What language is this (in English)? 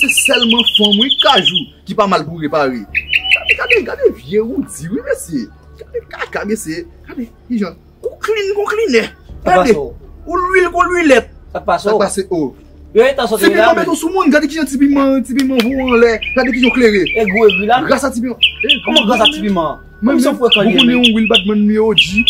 Haitian Creole